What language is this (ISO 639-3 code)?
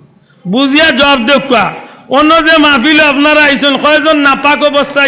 syl